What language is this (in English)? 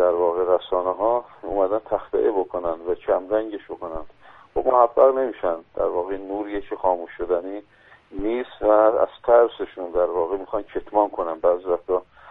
Persian